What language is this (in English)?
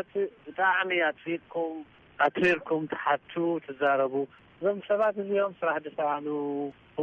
Tigrinya